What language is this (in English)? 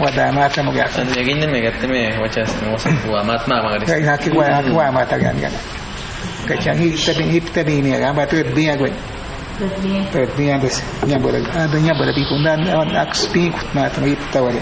Awa-Cuaiquer